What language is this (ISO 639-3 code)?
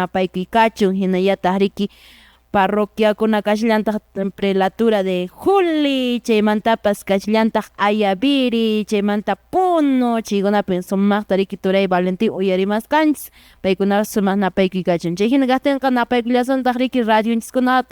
que